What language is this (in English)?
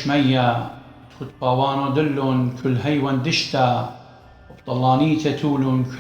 Assyrian Neo-Aramaic